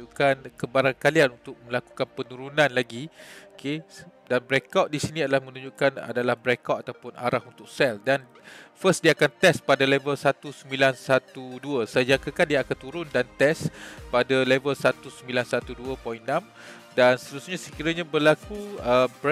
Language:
Malay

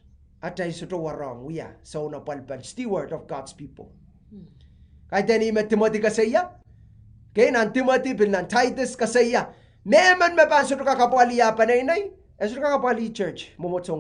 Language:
Pohnpeian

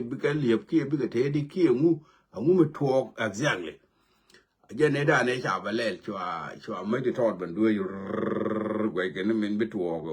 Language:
Nuer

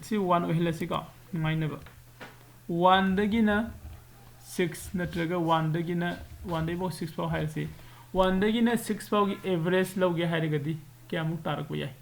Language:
Manipuri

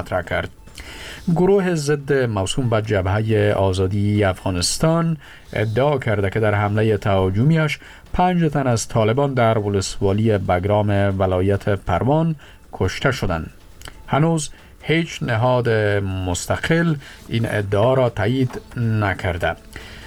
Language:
Persian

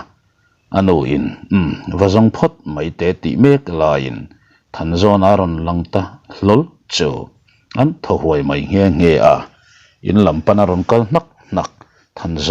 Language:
Mizo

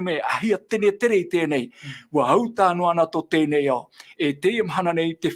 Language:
Tahitian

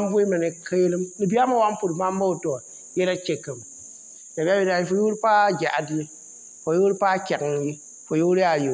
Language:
Mossi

